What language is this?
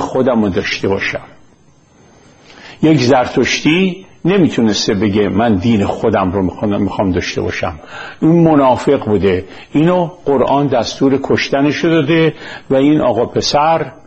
Persian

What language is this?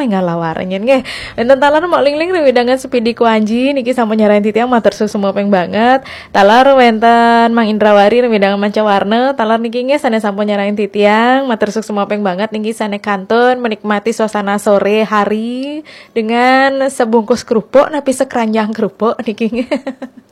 Balinese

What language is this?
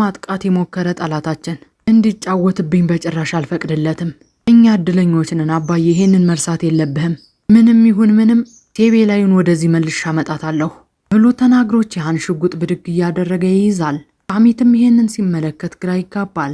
Amharic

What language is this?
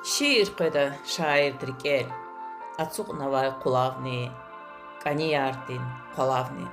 Lezghian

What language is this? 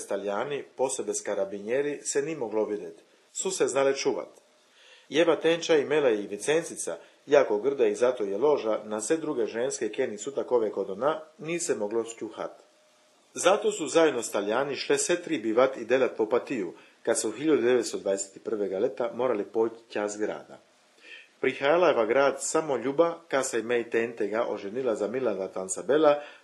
Chakavian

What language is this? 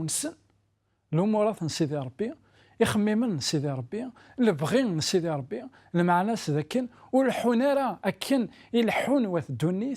Kabyle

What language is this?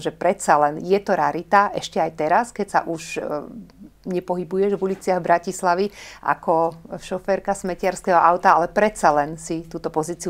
Slovak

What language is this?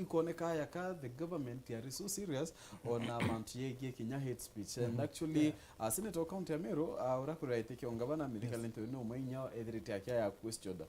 Meru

